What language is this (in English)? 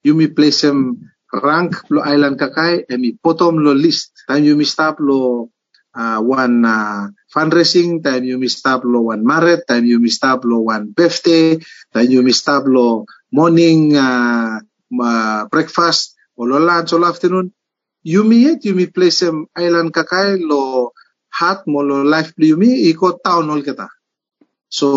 Bislama